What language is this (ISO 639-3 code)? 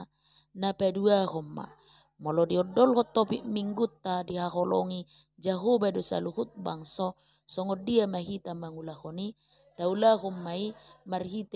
bbc